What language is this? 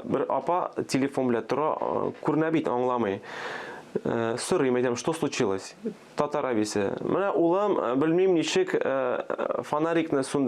Tatar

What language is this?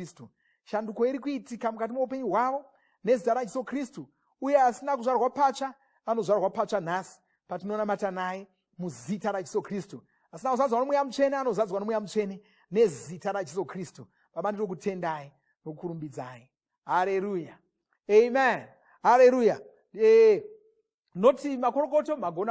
Shona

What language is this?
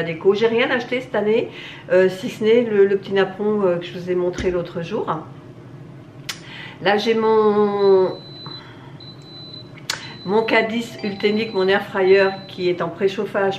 French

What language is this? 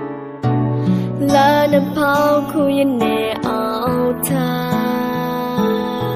Vietnamese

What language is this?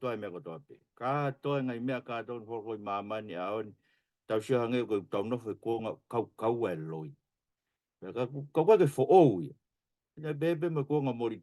Tongan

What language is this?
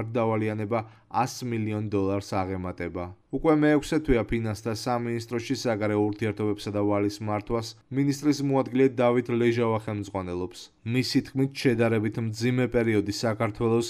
Georgian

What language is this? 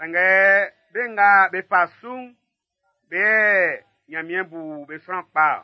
Baoulé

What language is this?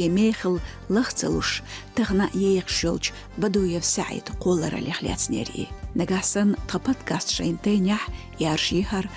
Chechen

